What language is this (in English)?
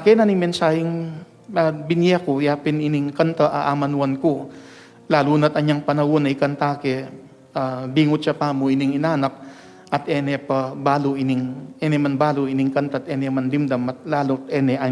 Pampanga